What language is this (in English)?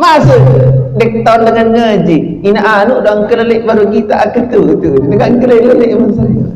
Sasak